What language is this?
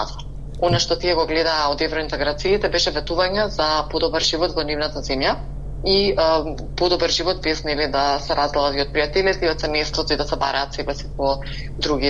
Macedonian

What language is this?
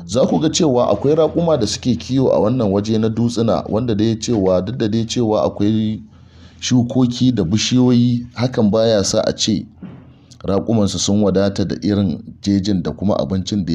Hausa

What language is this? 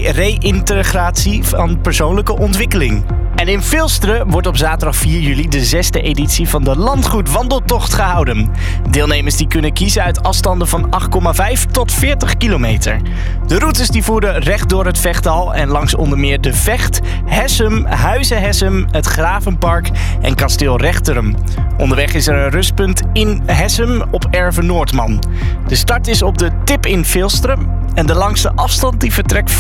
Dutch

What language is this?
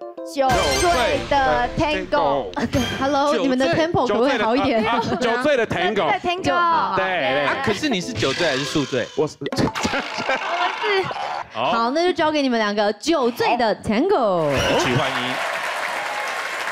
Chinese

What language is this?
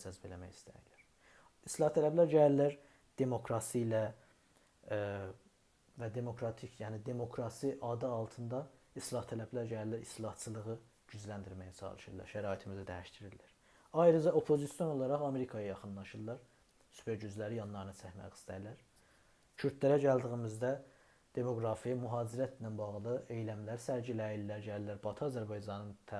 South Azerbaijani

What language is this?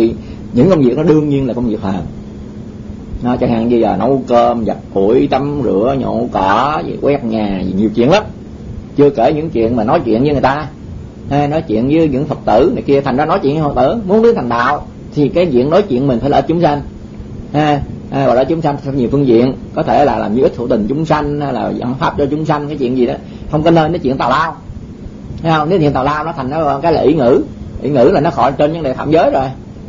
Vietnamese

